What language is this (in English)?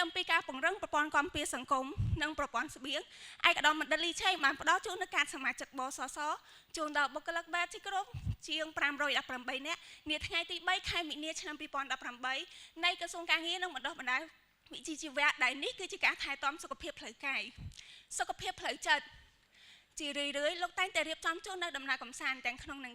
Khmer